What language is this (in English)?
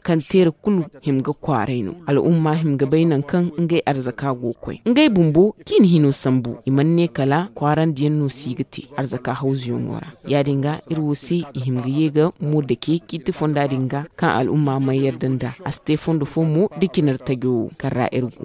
Zarma